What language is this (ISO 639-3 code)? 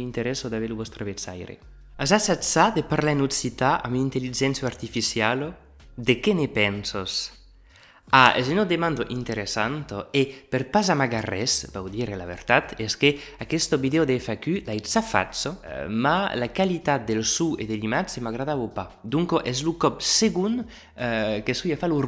oci